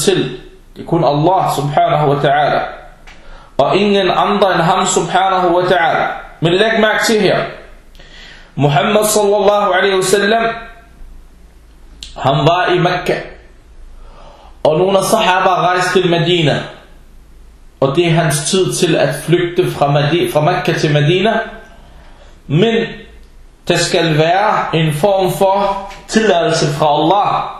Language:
Danish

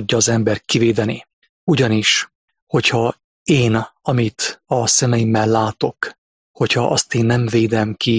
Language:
Hungarian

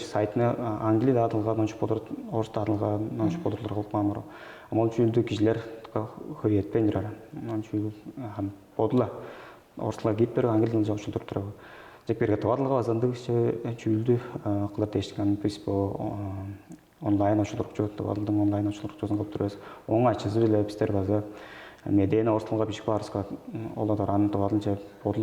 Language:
Tuvinian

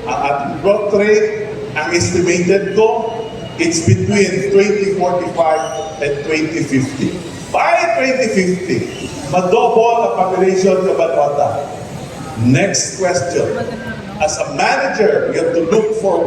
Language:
Hiligaynon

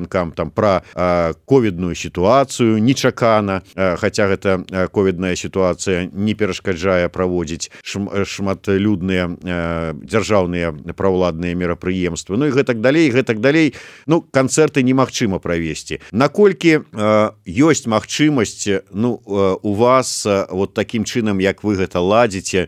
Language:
Belarusian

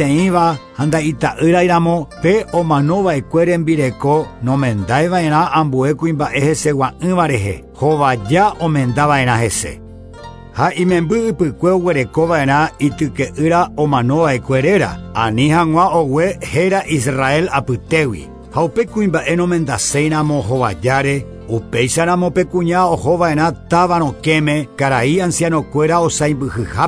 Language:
Guarani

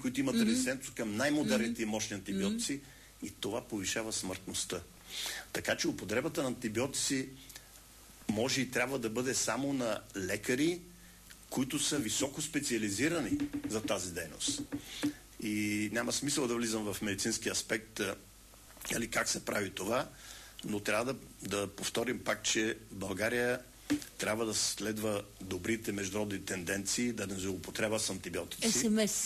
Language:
Bulgarian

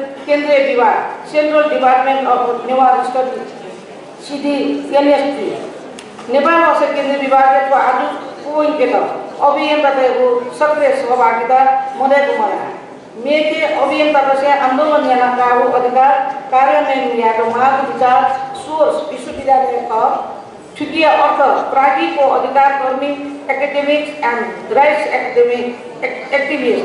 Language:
Newari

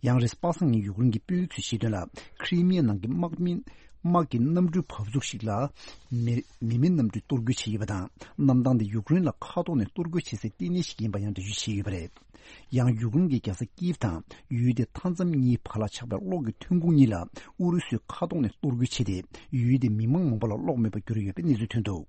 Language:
Tibetan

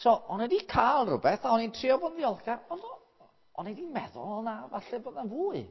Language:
Welsh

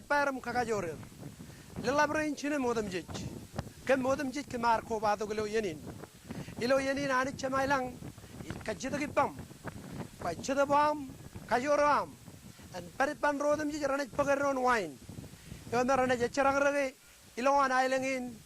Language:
Marshallese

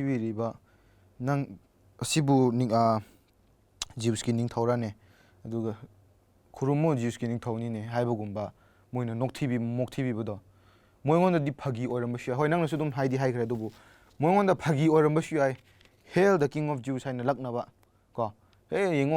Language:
Manipuri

